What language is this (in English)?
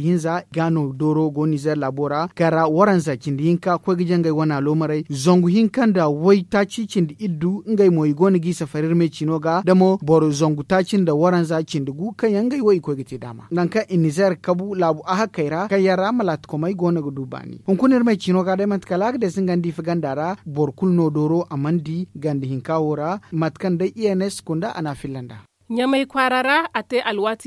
Zarma